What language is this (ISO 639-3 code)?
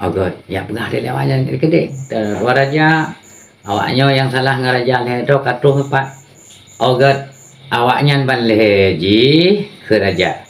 ace